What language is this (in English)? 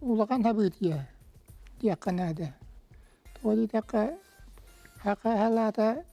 Yakut